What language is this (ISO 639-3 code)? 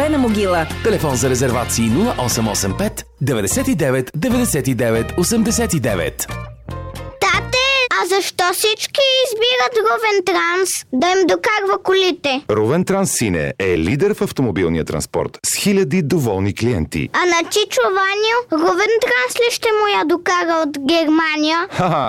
bul